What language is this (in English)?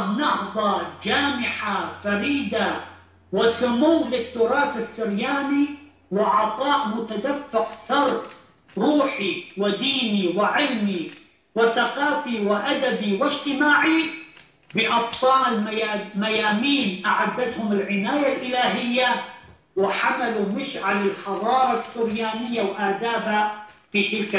Arabic